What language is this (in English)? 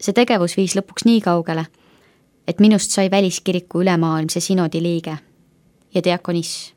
Estonian